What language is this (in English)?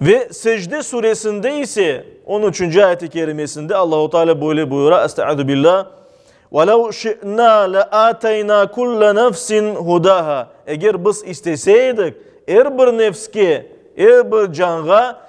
Crimean Tatar